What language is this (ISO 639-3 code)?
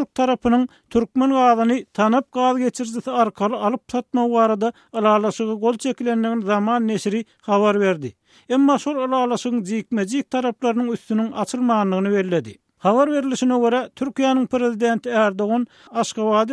tuk